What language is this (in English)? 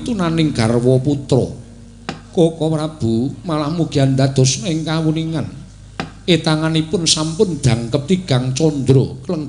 Javanese